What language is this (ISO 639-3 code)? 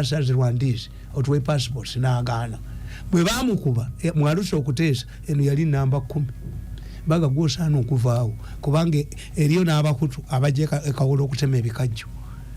lug